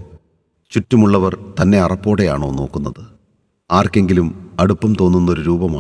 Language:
Malayalam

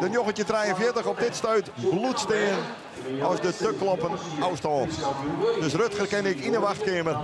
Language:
Western Frisian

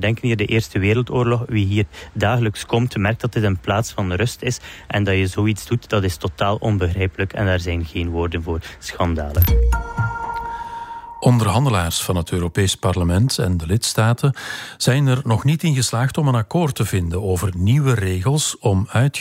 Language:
Dutch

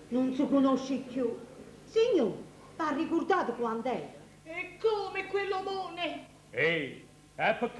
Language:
Neapolitan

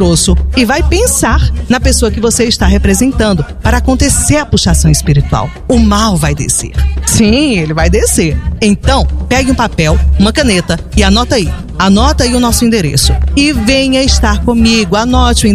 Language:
Portuguese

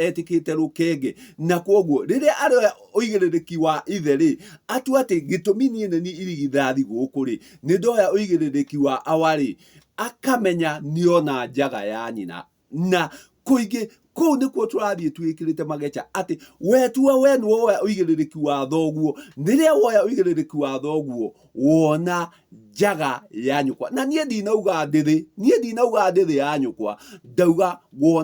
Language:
Kikuyu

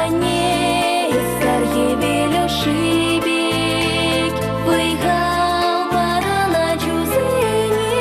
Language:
Chuvash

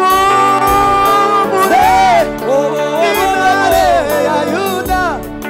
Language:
Kinyarwanda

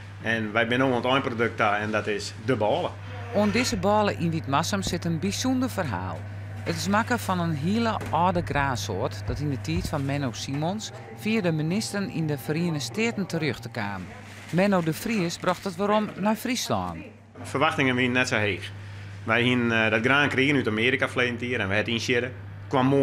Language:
Western Frisian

